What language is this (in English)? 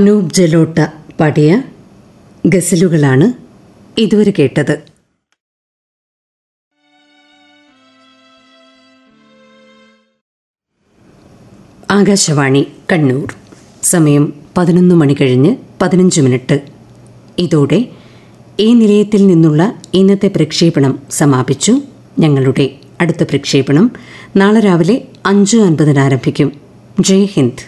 Malayalam